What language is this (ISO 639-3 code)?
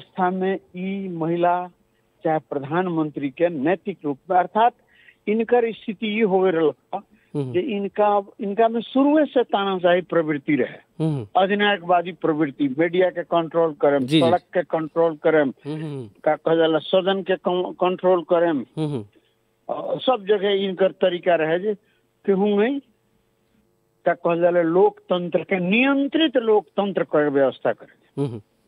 bho